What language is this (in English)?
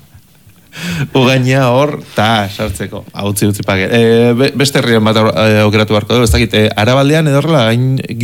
Basque